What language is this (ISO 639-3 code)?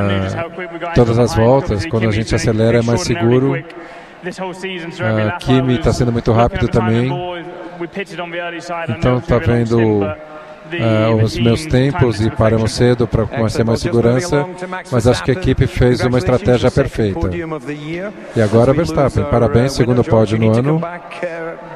por